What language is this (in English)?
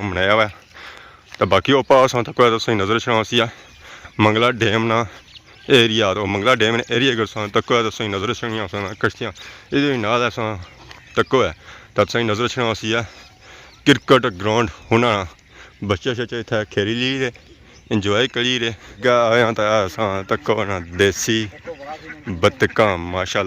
Pahari-Potwari